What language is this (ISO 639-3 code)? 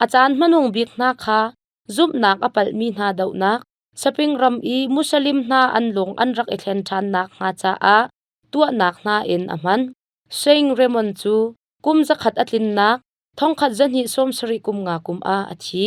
cnh